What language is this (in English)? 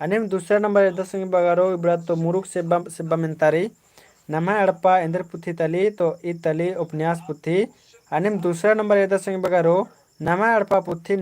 Kurukh